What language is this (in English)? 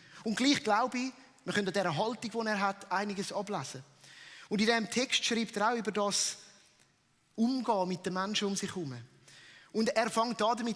Swiss German